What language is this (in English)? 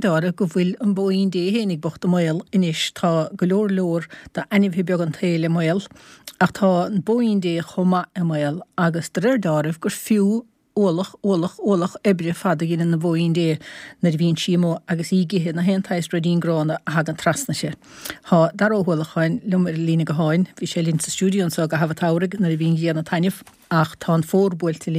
Irish